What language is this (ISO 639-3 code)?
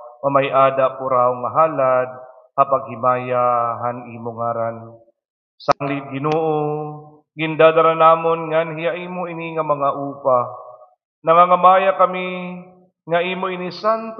war